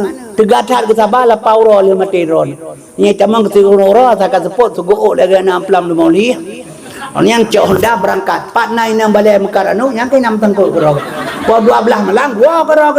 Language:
Achinese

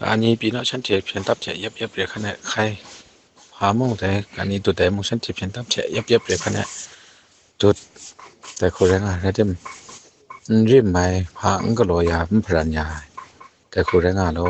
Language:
Kachin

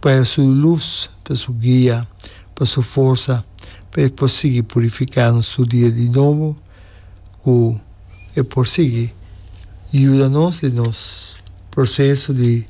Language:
Papiamento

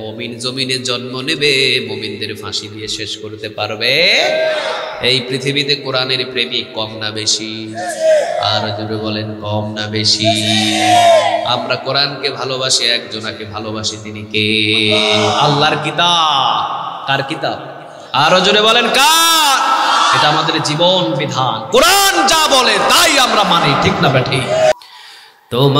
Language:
Bangla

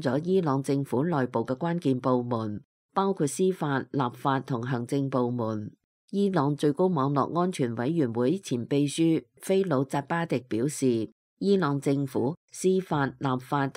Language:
Cantonese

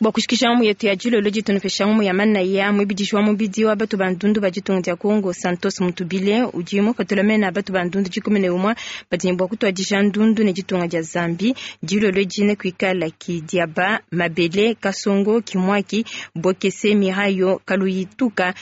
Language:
Luba-Lulua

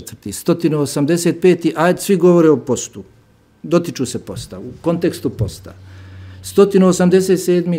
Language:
Bosnian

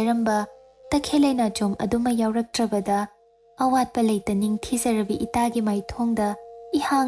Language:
Manipuri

